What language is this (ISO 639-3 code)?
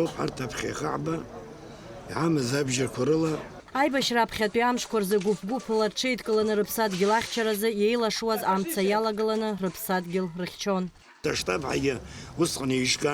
abk